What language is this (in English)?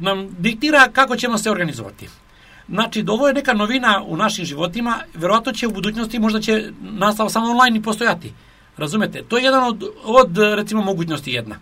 Serbian